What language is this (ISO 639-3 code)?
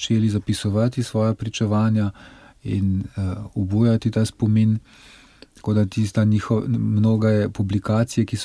slv